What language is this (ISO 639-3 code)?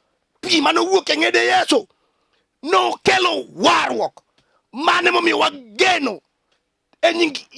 luo